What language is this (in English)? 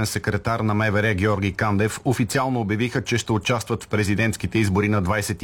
Bulgarian